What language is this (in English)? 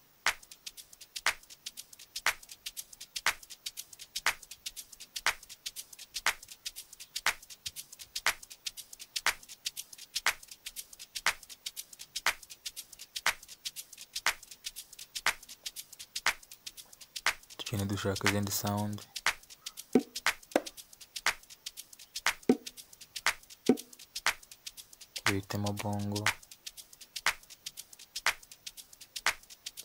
Kinyarwanda